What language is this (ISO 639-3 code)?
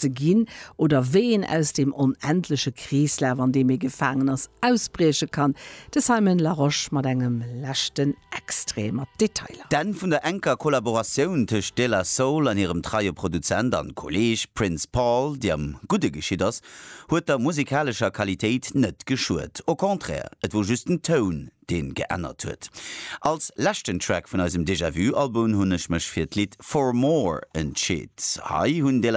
ltz